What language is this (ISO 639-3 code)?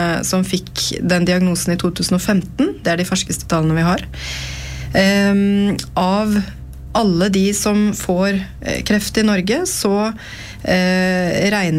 nor